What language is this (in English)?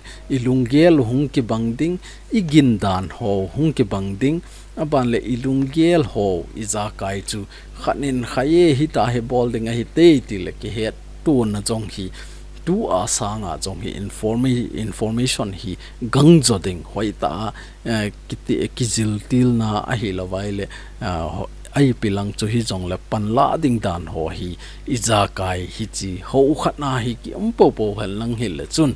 Thado Chin